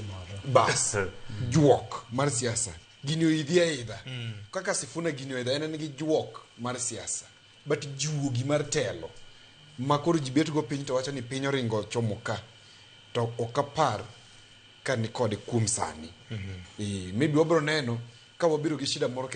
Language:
Luo (Kenya and Tanzania)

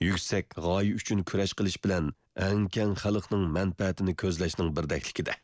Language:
Uyghur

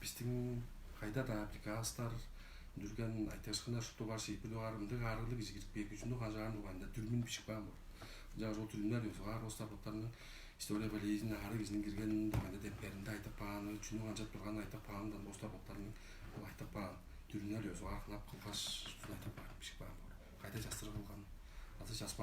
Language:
Tuvinian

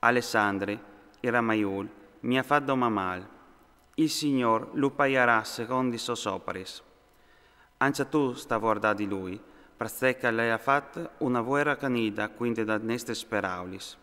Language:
Friulian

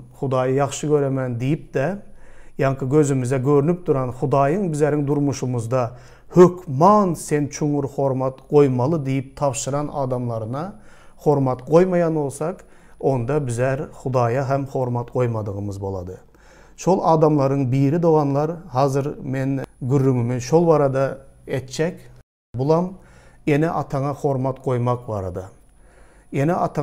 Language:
Turkmen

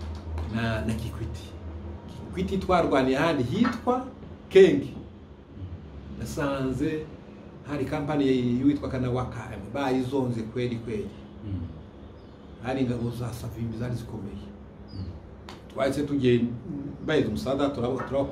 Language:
Kinyarwanda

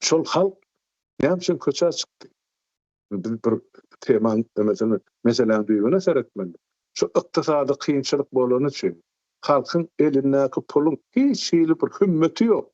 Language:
Turkmen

